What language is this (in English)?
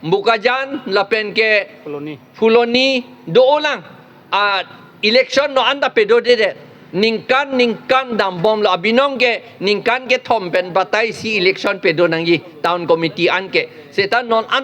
Karbi